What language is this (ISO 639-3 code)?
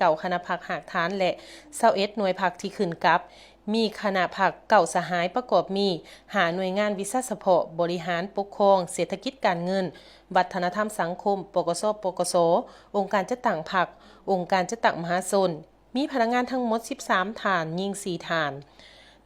lao